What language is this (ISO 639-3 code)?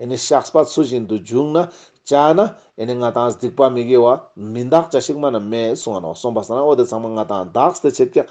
lbj